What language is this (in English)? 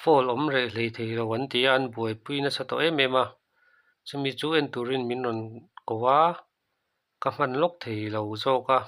Mizo